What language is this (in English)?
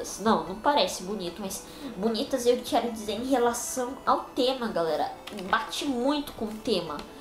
Portuguese